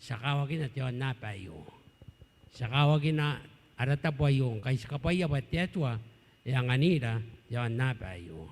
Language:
Gilbertese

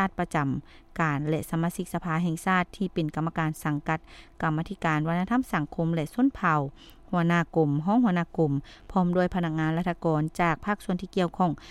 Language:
Lao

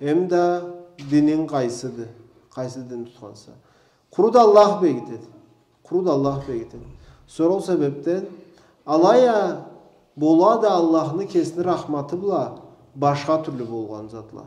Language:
Karachay-Balkar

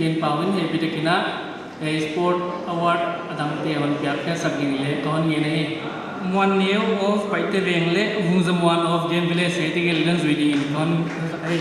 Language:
Paite Chin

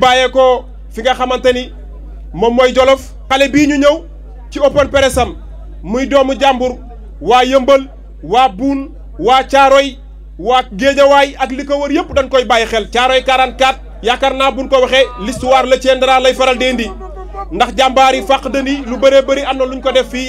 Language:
Wolof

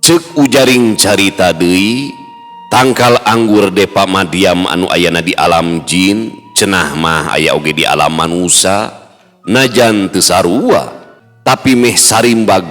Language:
Sundanese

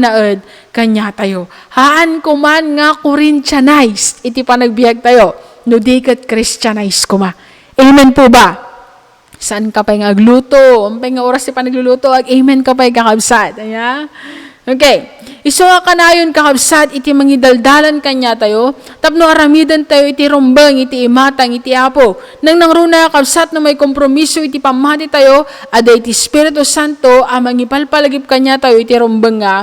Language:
Iloko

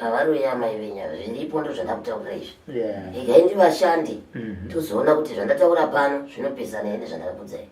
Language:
Shona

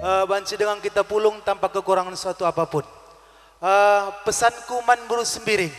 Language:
Batak Karo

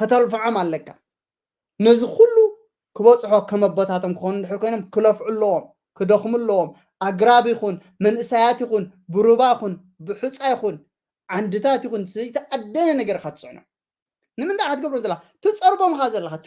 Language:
Tigrinya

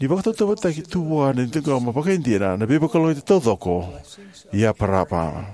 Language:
Fijian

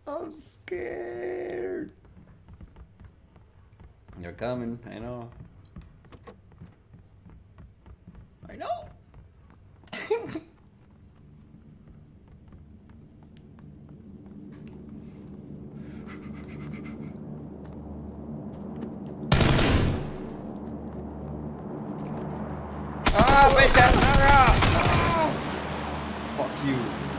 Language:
English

